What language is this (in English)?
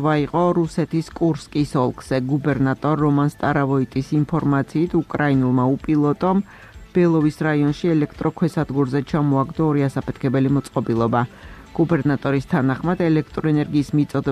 Georgian